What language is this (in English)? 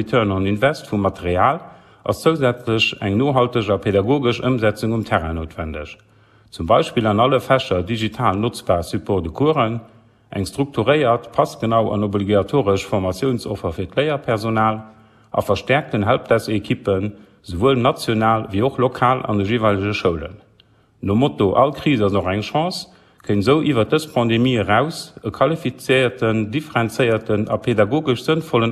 Luxembourgish